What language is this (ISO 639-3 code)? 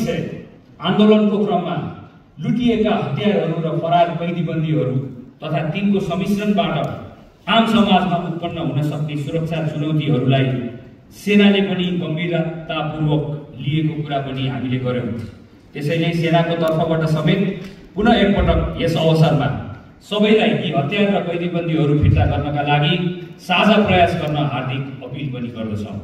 nep